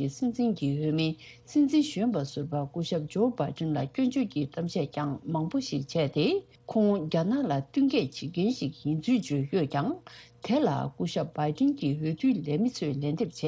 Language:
Tibetan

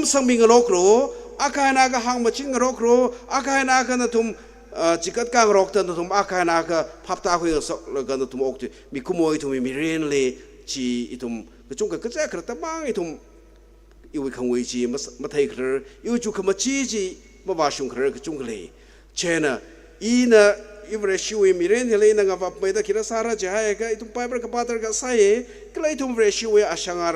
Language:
Tangkhul Naga (India)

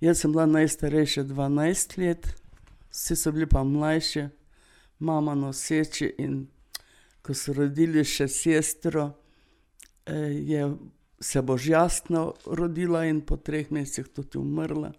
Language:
Slovenian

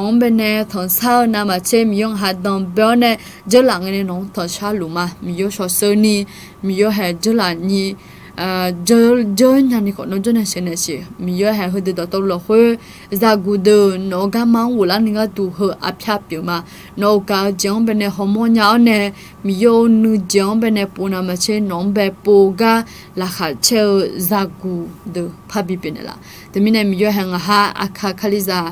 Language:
Akha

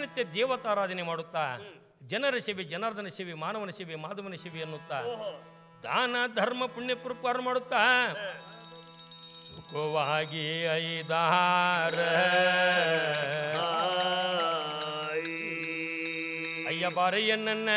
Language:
Kannada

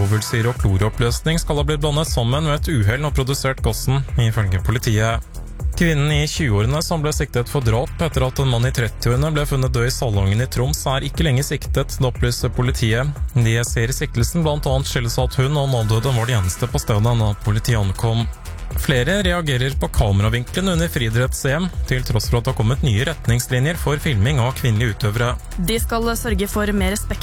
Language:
Norwegian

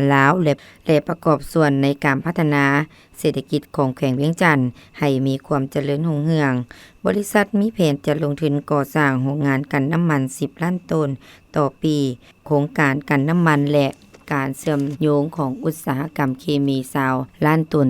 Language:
Lao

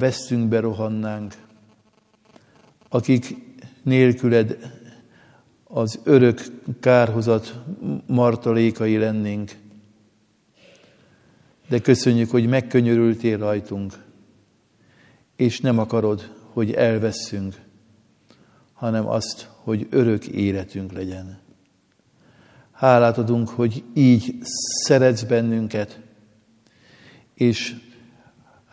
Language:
Hungarian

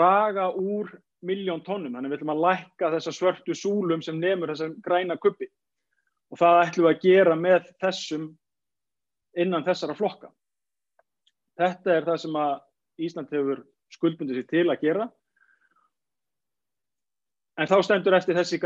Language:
Icelandic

